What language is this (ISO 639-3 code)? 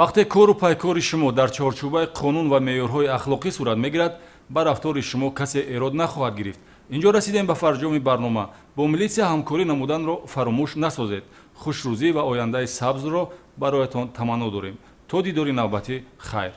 tgk